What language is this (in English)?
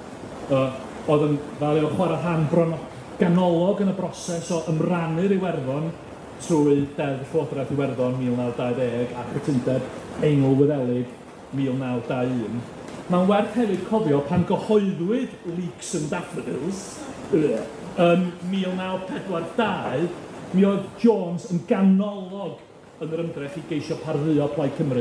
Welsh